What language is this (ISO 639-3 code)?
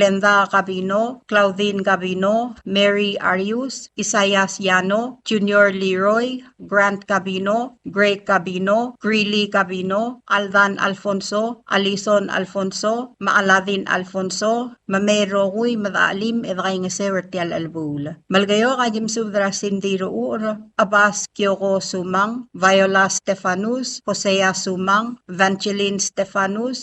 pau